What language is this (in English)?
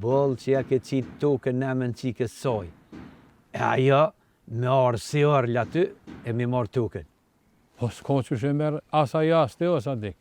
Albanian